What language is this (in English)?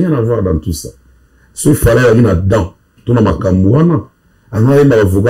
Lingala